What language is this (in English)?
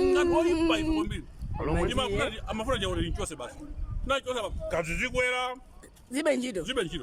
Nyanja